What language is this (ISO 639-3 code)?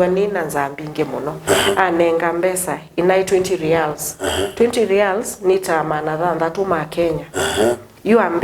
kam